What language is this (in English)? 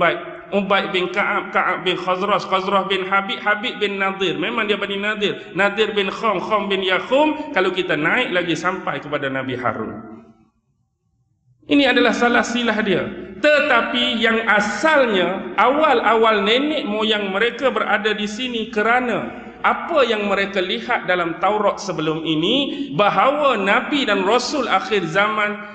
Malay